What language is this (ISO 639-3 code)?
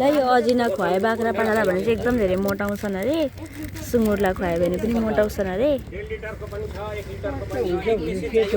nep